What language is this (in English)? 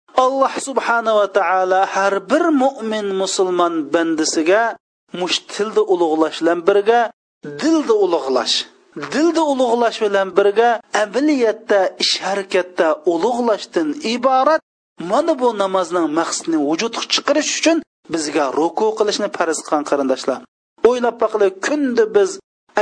Uyghur